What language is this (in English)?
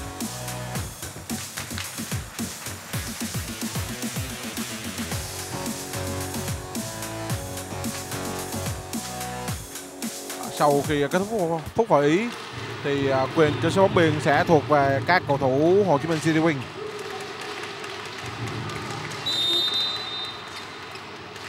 Vietnamese